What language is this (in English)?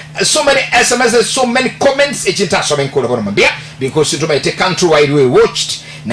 Gusii